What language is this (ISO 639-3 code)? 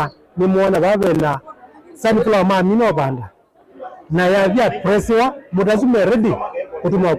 kam